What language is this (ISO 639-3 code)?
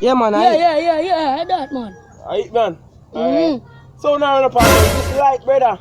jam